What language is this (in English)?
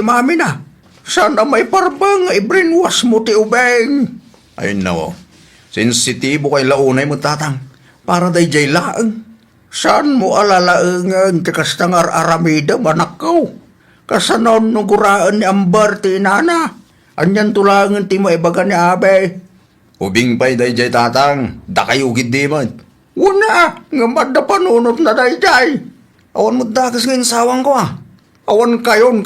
Iloko